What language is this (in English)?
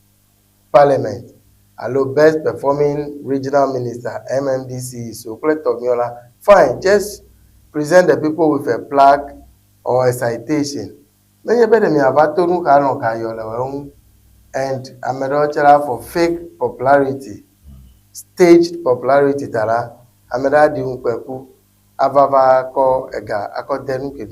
Ewe